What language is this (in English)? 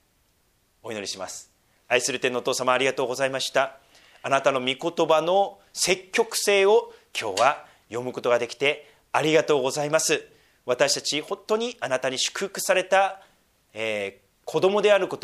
Japanese